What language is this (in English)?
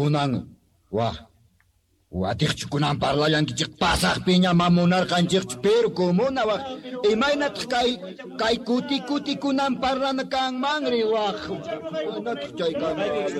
Quechua